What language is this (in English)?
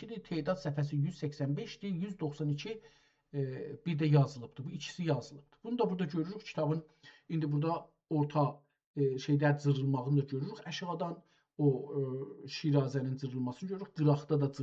South Azerbaijani